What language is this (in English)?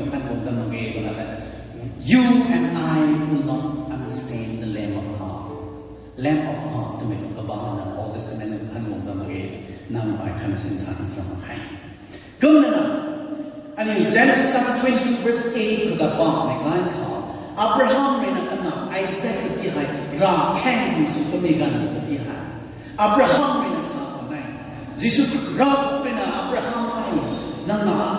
Rongmei Naga